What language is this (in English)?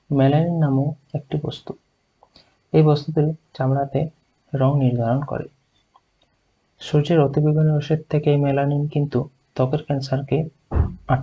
Bangla